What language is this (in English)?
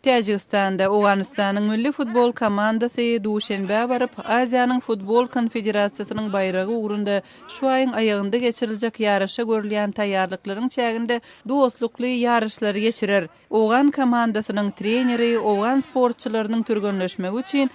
Turkmen